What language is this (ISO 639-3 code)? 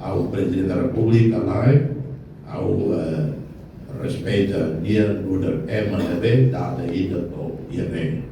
tet